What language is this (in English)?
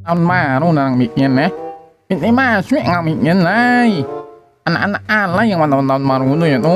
Minangkabau